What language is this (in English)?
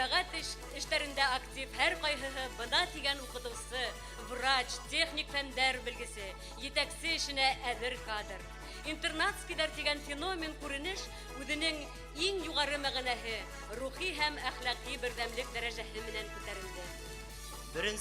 Bashkir